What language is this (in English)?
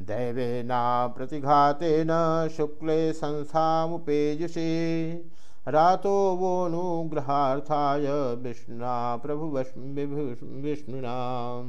Sanskrit